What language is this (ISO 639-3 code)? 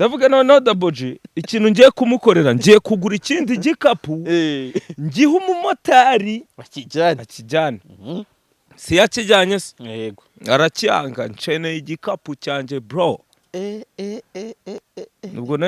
kin